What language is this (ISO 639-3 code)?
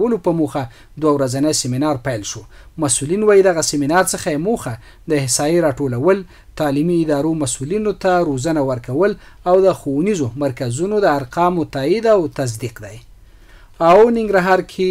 pus